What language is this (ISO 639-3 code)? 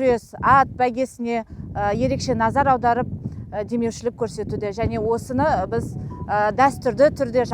kaz